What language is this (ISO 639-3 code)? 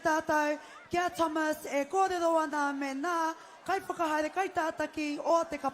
mri